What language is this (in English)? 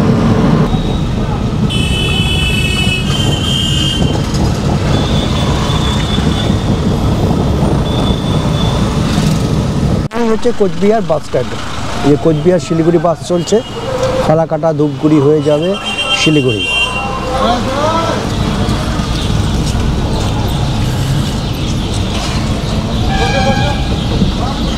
Bangla